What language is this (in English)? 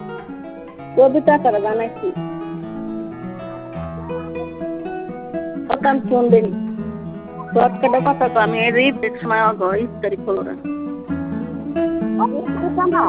Bangla